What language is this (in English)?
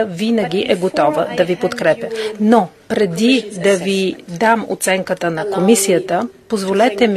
Bulgarian